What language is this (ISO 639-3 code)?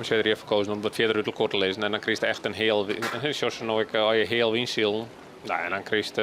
fry